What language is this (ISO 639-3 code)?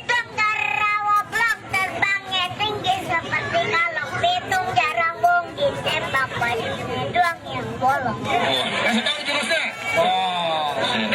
bew